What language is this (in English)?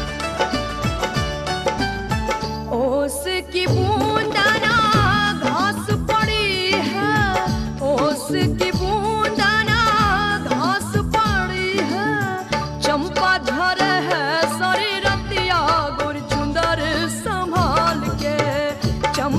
Bhojpuri